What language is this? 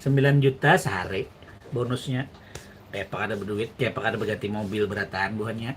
Banjar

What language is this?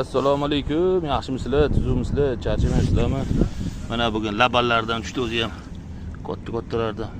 Uzbek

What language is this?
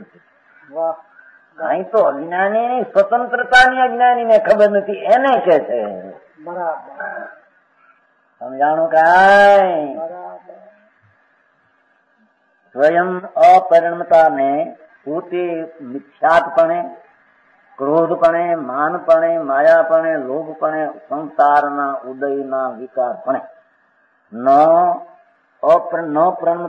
Gujarati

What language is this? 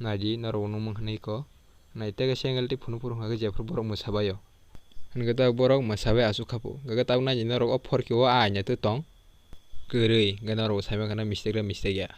Kok Borok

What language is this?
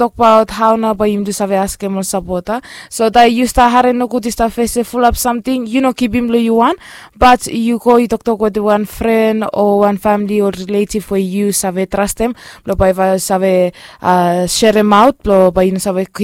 Bislama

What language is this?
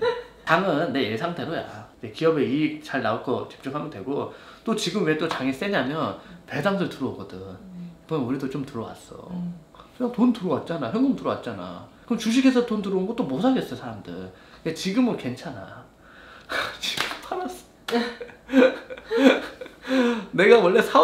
Korean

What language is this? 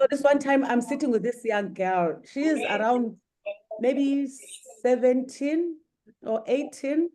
English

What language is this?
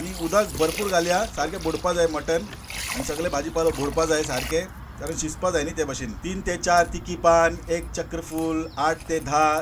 Konkani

